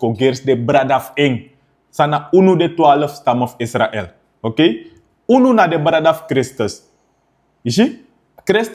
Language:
Sranan Tongo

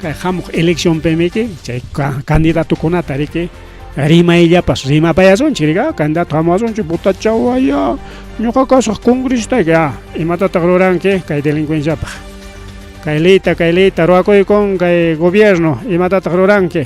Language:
Ayacucho Quechua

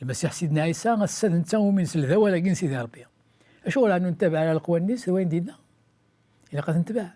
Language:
Kabyle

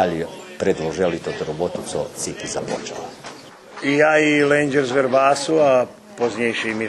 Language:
Rusyn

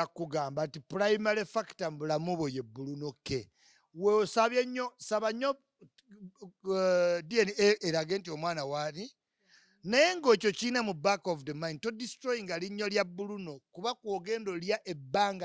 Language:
Ganda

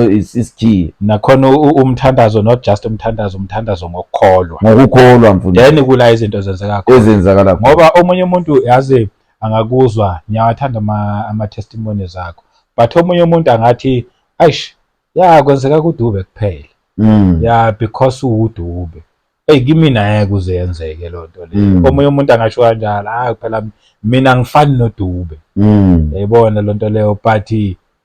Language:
Zulu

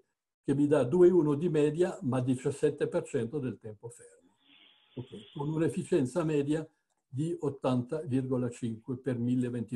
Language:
Italian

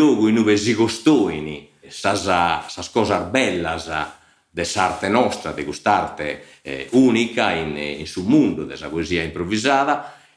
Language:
Sardinian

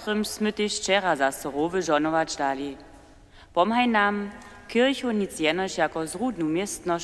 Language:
Upper Sorbian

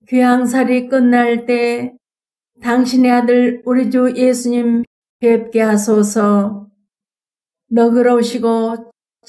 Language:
Korean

